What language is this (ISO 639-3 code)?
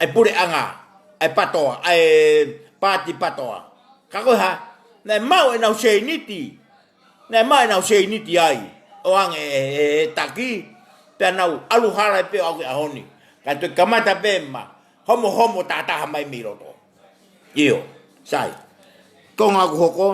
ton